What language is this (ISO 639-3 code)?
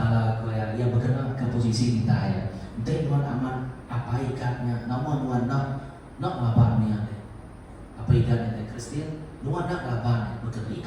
iba